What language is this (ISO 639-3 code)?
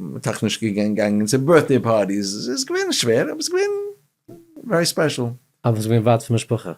yid